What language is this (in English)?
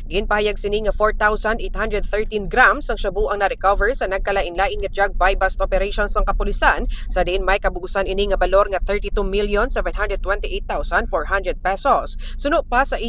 Hiligaynon